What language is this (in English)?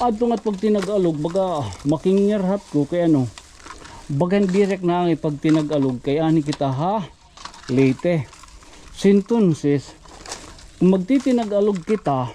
Waray